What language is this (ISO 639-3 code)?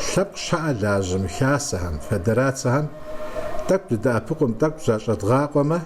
kbd